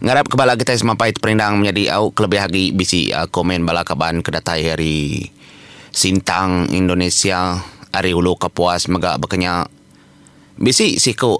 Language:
Iban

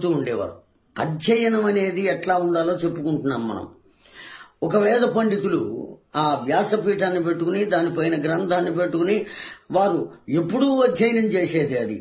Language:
Telugu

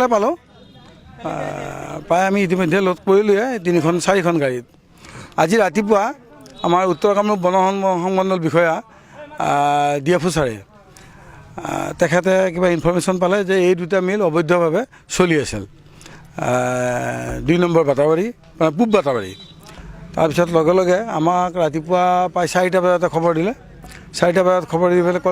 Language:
Assamese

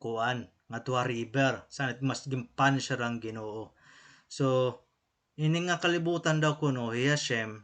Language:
Waray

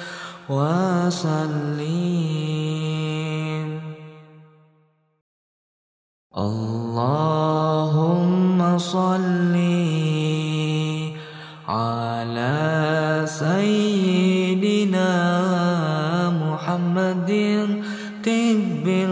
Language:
Arabic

